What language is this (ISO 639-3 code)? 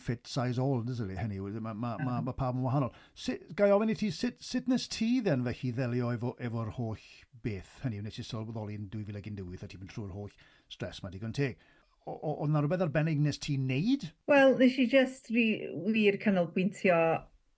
cym